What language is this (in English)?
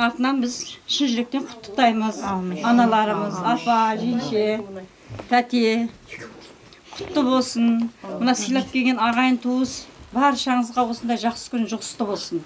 Kazakh